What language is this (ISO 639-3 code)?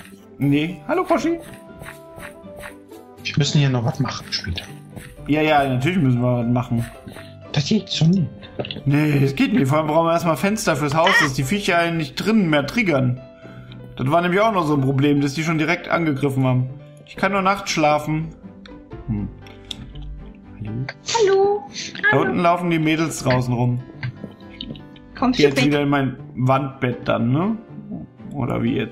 deu